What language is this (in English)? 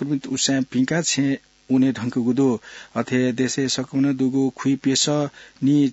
Newari